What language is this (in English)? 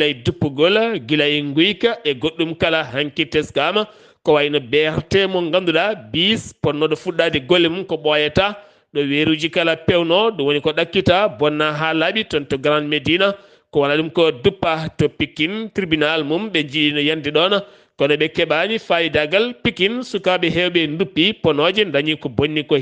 Fula